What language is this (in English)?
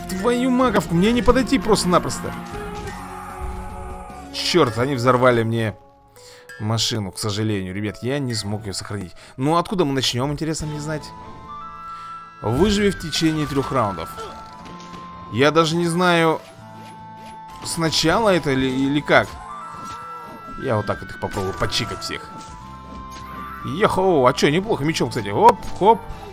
Russian